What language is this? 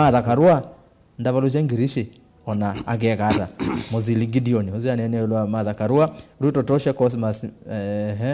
Kamba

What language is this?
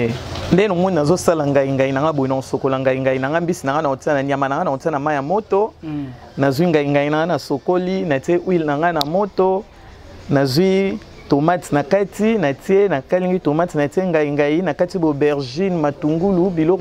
Lingala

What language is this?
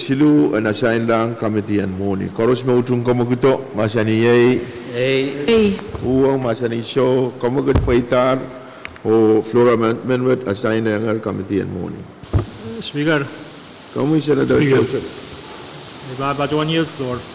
Pohnpeian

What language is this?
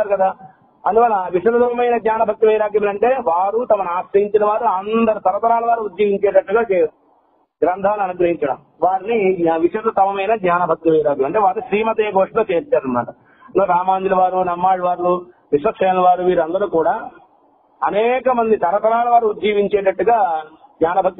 Telugu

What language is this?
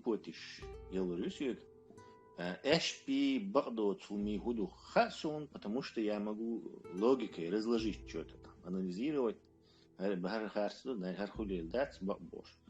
Chechen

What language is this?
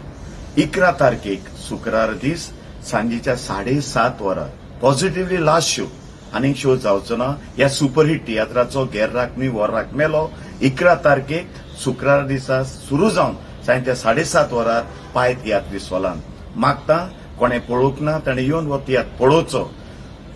Konkani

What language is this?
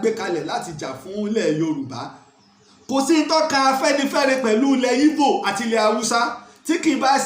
Yoruba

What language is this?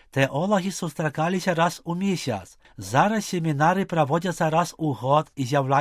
Belarusian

